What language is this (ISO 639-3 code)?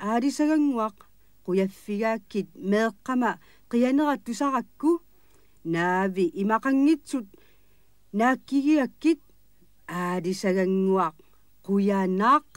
kal